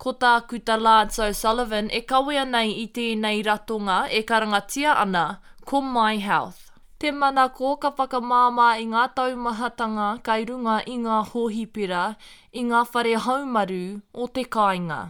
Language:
Māori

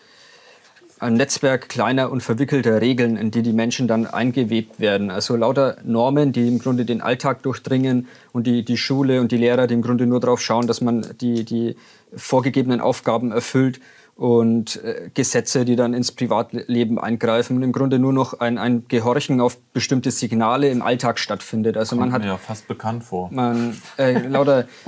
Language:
German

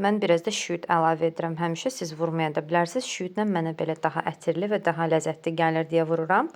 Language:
Azerbaijani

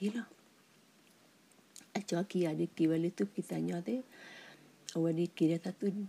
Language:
S'gaw Karen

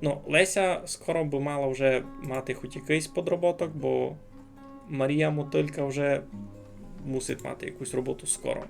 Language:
Rusyn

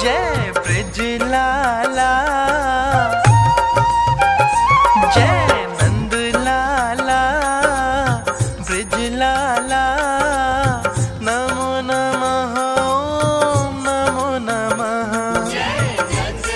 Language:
Hindi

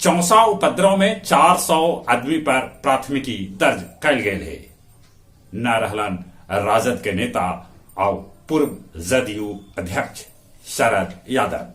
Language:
Magahi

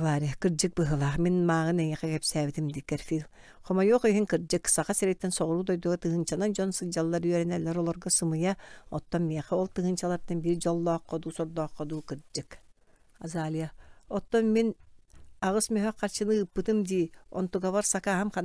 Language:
Yakut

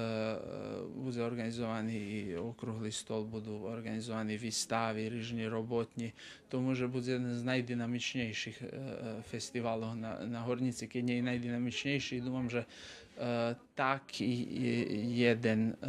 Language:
Rusyn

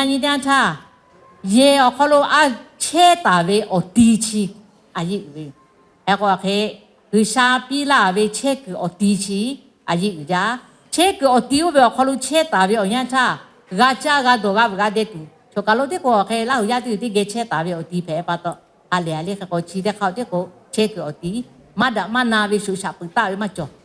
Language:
Lahu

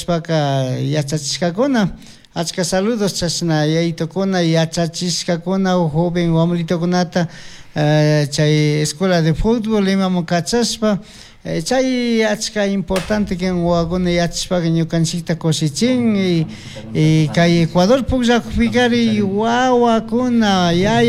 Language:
Chimborazo Highland Quichua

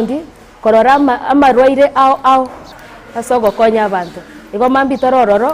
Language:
Gusii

